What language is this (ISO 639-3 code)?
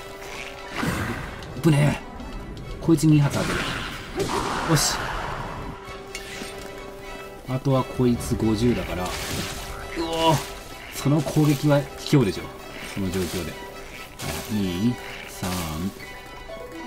jpn